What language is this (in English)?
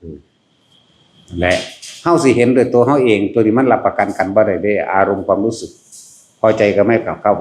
Northeastern Thai